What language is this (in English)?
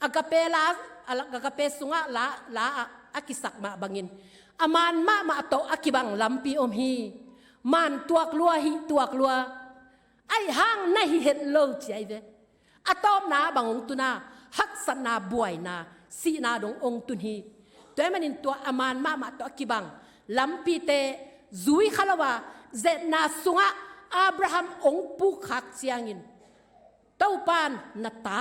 Tedim Chin